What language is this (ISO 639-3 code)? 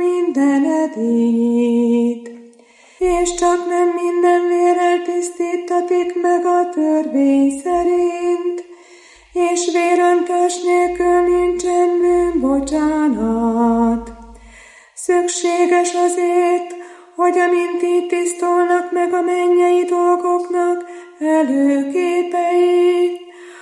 hun